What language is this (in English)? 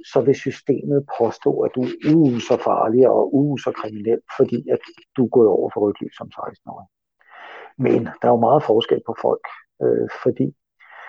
Danish